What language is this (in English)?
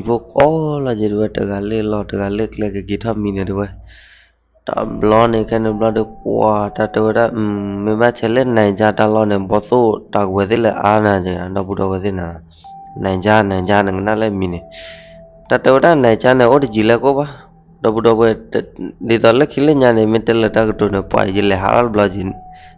S'gaw Karen